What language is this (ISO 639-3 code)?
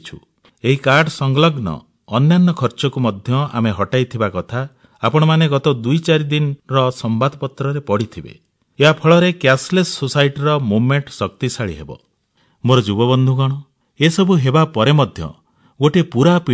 ori